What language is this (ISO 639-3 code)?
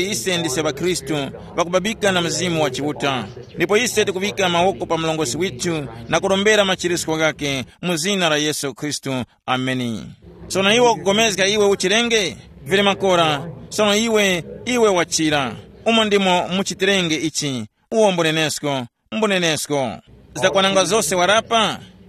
tum